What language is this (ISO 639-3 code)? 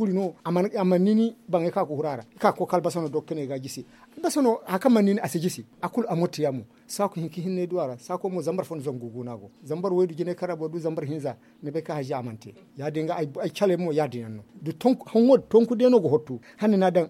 dje